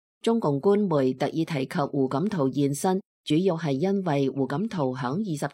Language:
Cantonese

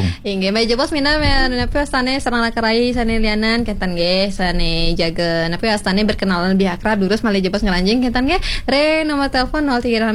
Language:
Balinese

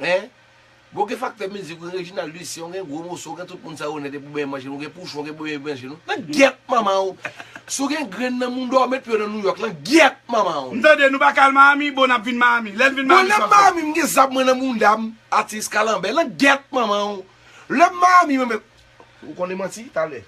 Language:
Haitian Creole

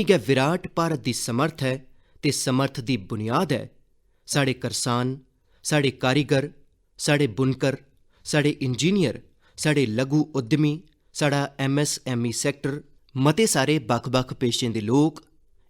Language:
Dogri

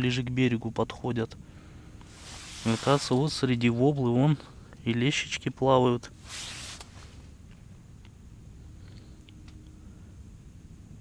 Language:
Russian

